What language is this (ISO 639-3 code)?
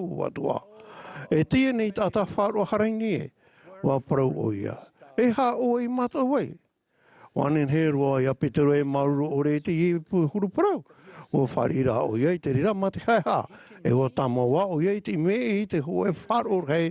tah